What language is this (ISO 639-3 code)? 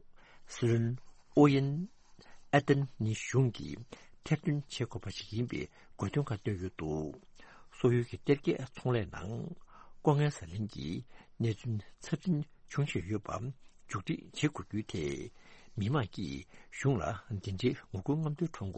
bod